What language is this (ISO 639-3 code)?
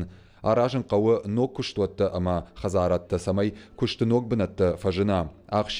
oss